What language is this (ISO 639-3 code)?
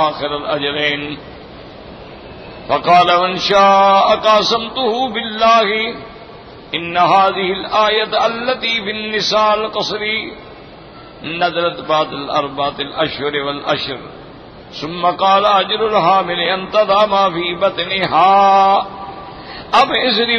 urd